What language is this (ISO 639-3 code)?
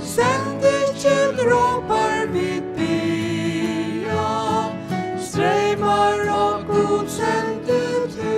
fao